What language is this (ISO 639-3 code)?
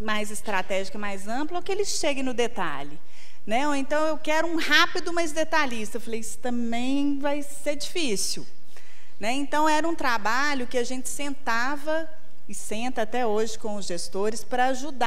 por